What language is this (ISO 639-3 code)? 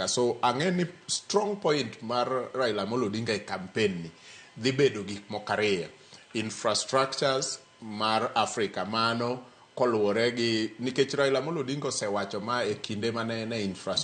luo